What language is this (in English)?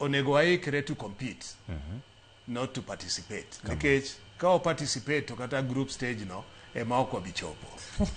Luo (Kenya and Tanzania)